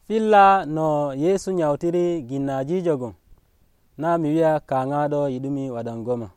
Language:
Nigerian Fulfulde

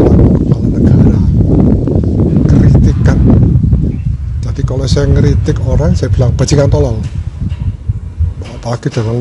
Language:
Indonesian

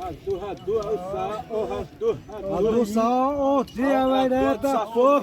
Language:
Xavánte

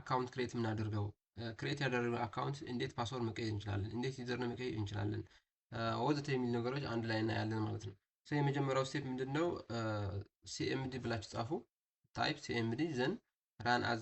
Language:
Amharic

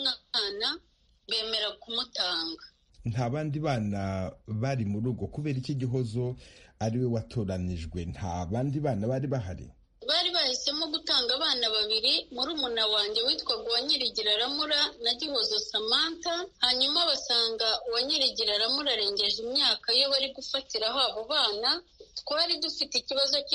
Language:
Kinyarwanda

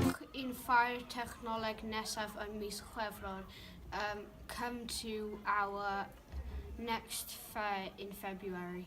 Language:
Welsh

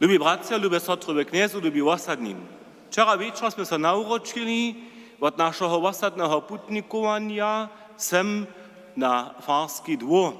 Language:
Upper Sorbian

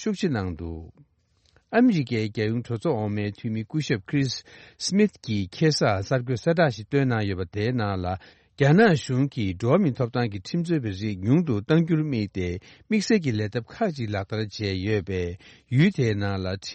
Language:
Tibetan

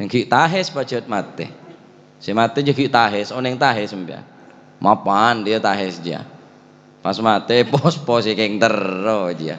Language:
Madurese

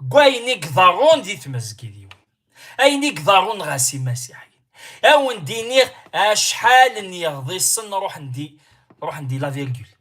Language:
Kabyle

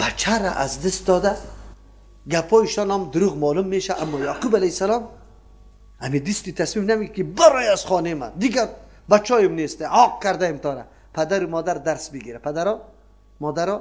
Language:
Persian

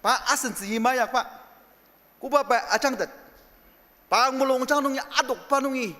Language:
Ao Naga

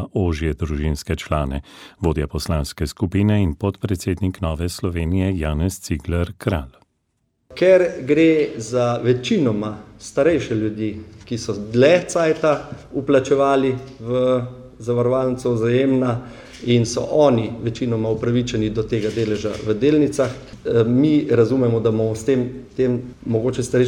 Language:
Slovenian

